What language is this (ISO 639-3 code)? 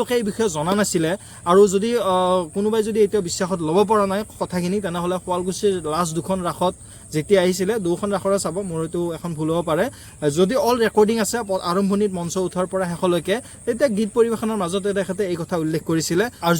asm